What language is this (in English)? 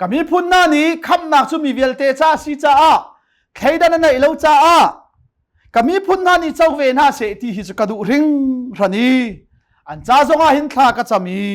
Hakha Chin